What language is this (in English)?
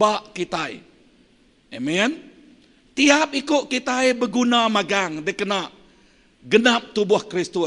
Iban